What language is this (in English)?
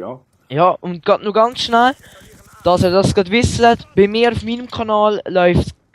Swiss German